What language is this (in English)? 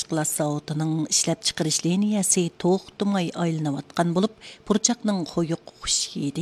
Uyghur